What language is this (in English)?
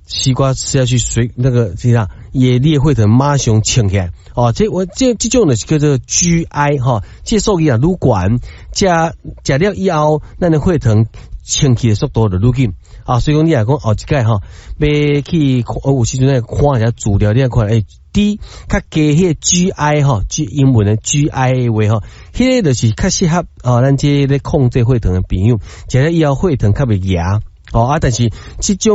Min Nan Chinese